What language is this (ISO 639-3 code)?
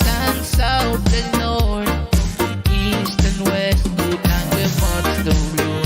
pon